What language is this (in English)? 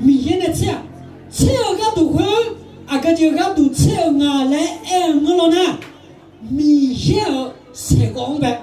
Akha